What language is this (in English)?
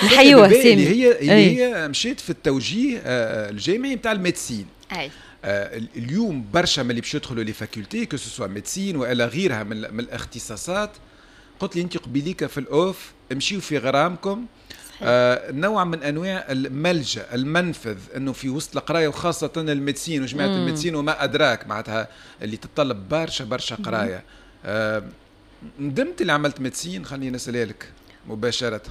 Tunisian Arabic